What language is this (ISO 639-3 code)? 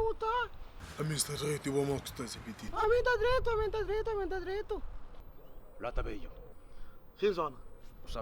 kea